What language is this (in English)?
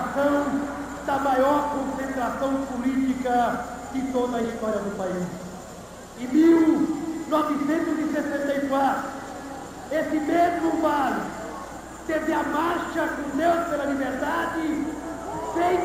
Portuguese